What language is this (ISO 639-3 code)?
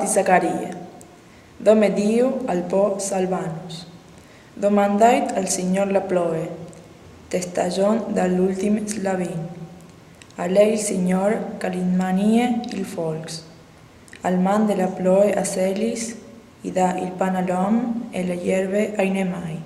fur